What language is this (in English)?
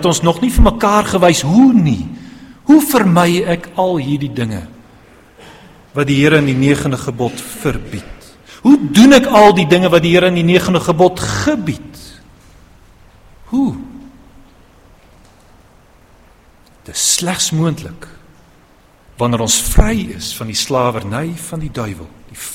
Afrikaans